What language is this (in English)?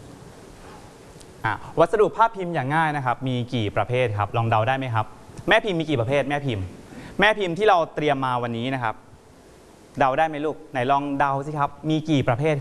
Thai